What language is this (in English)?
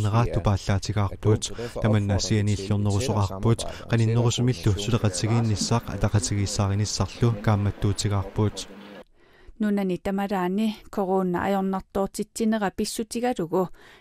Kalaallisut